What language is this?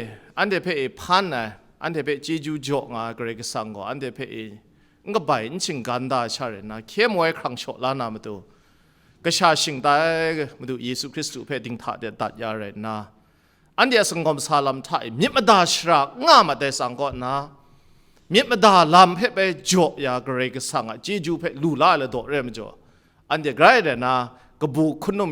Kachin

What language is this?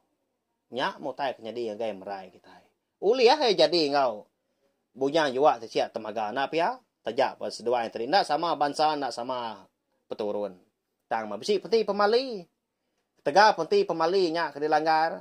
Iban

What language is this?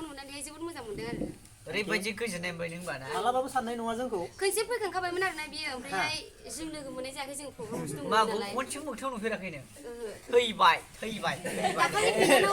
Bodo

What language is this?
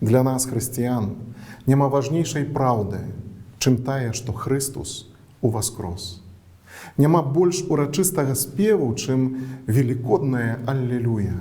Belarusian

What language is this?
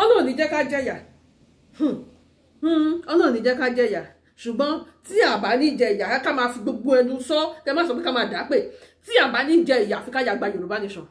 Yoruba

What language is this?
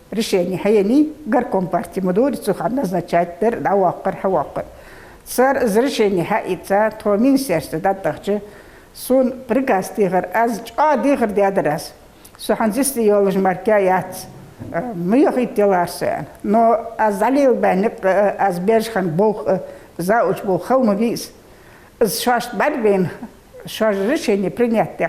Ingush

